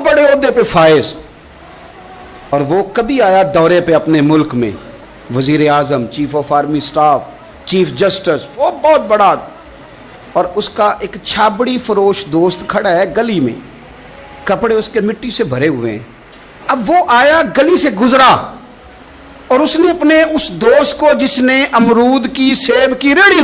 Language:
Urdu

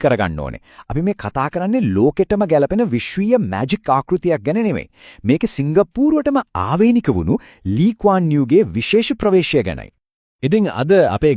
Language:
Sinhala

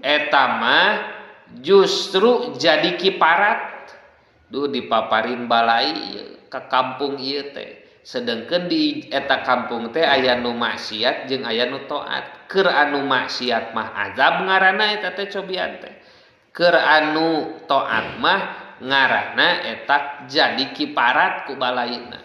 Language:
Sundanese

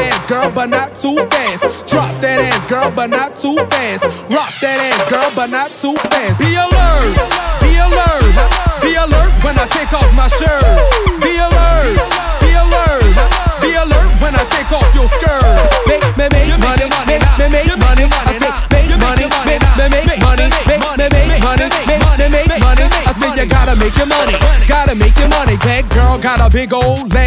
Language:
English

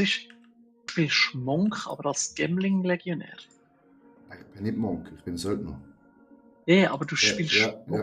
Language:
Swiss German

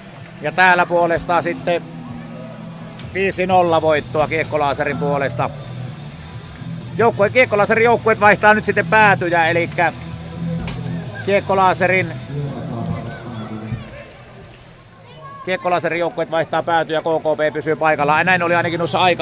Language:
Finnish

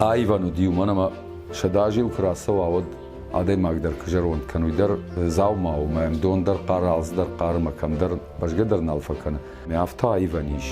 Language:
Ossetic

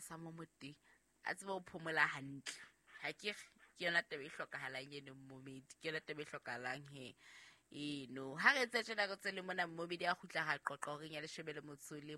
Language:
Southern Sotho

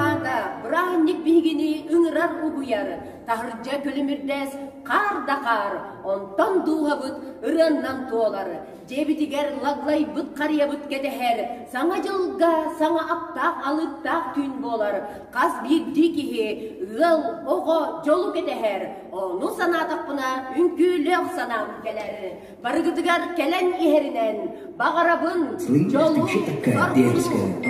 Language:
Yakut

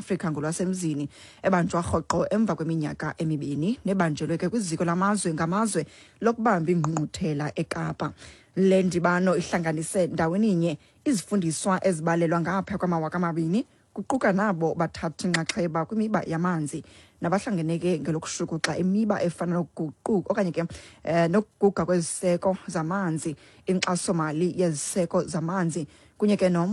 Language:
Xhosa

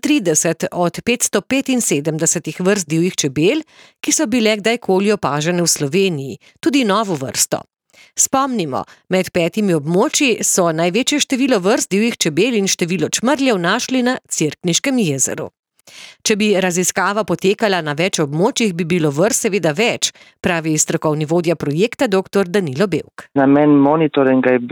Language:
Slovenian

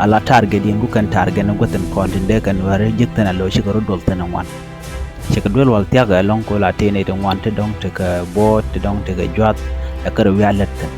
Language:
Nuer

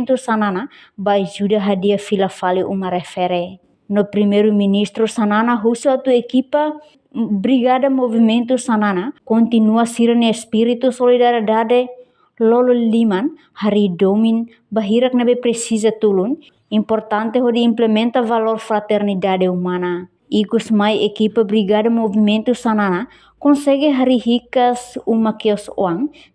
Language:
Tetum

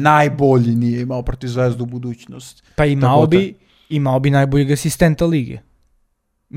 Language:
Serbian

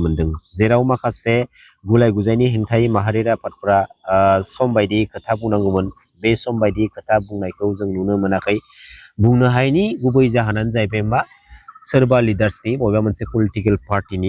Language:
Bodo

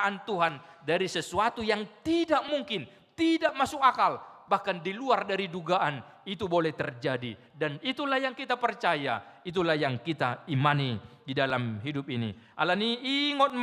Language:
Batak Toba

